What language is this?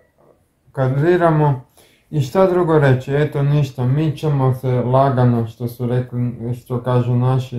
Croatian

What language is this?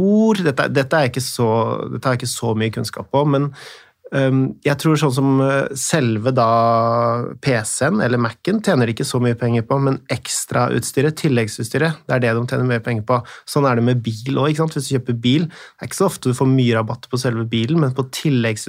Norwegian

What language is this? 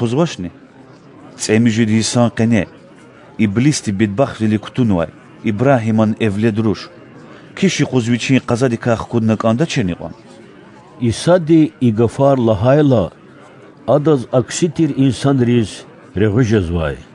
Lezghian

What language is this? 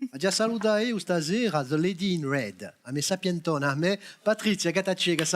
Corsican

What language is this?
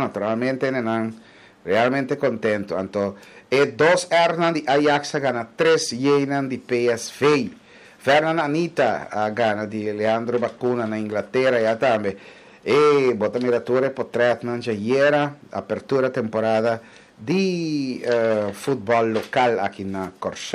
Papiamento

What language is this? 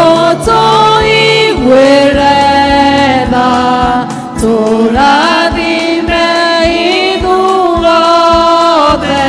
Kikuyu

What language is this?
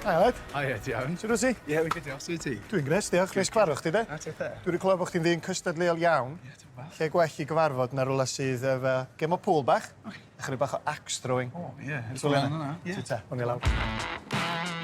Welsh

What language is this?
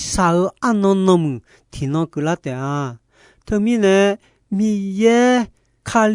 Akha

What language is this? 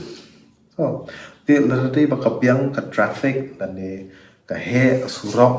Khasi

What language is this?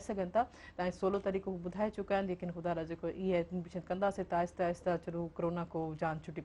Sindhi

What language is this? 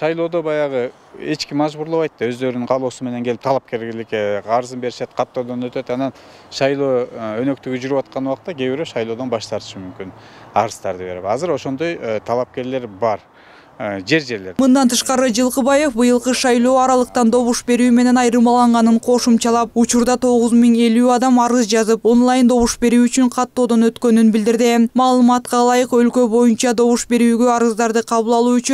Kyrgyz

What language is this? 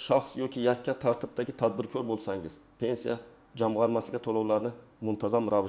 Uzbek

